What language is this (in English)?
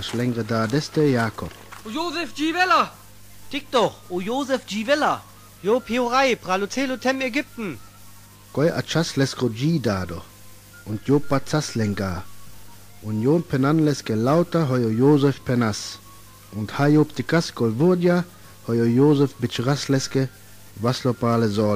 Sinte Romani